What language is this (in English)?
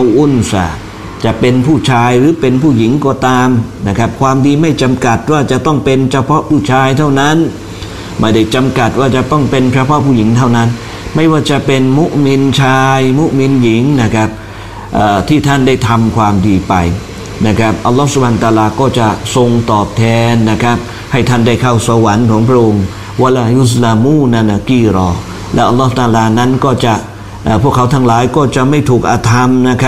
Thai